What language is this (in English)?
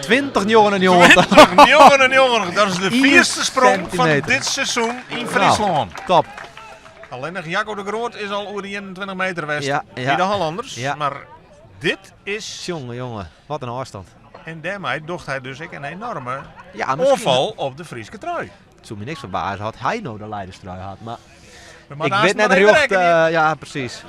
Western Frisian